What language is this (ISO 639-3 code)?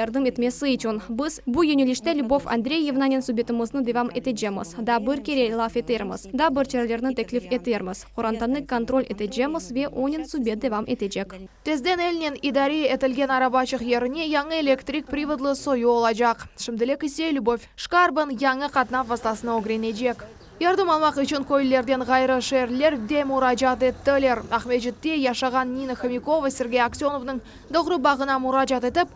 crh